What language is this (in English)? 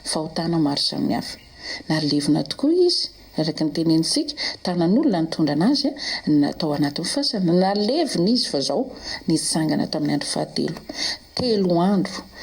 Malagasy